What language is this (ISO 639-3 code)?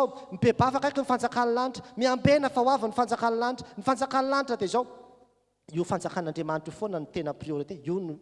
mlg